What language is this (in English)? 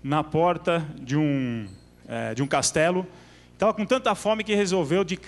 Portuguese